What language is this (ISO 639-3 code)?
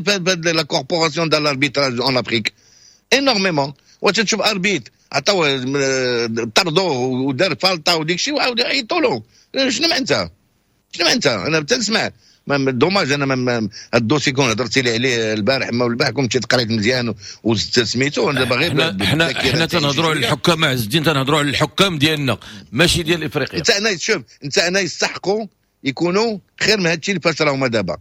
ary